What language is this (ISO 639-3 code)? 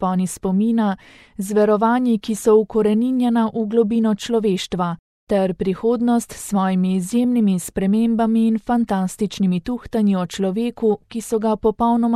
slv